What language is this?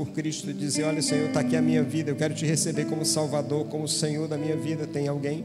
Portuguese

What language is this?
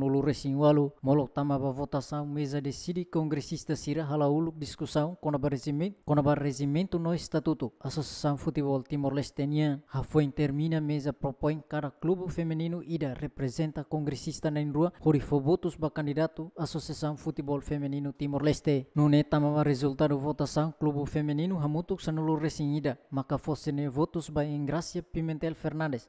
Tetum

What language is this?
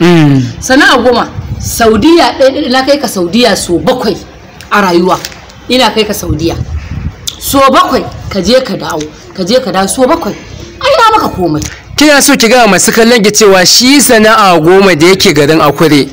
Hausa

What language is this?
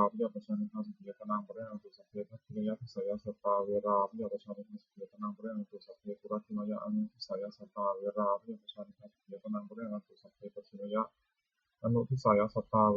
Pali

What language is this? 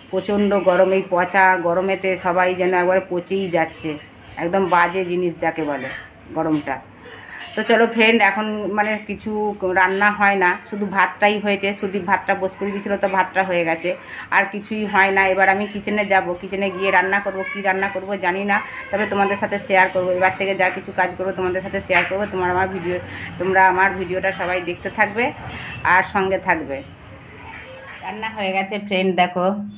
Bangla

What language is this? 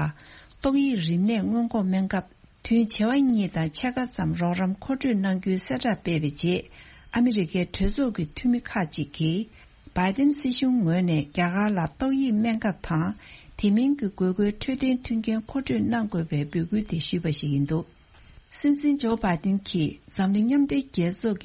Tibetan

